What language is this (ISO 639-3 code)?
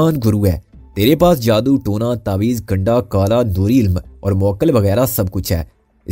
urd